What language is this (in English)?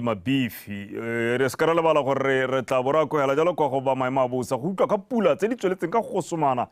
Tswana